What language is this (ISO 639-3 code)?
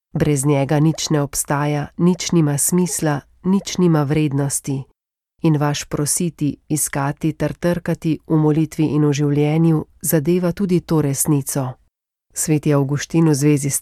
slv